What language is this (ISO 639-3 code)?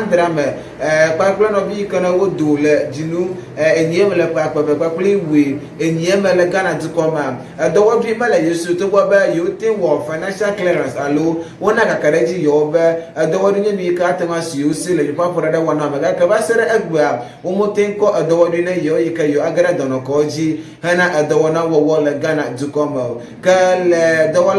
ewe